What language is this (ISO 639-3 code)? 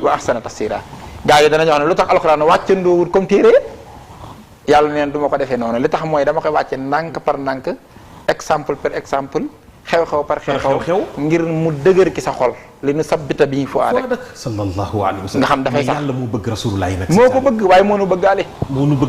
wol